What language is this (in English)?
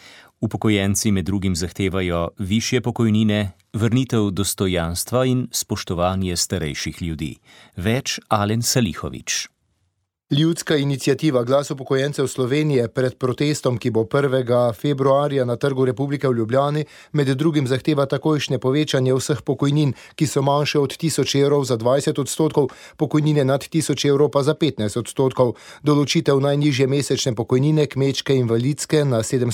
Slovenian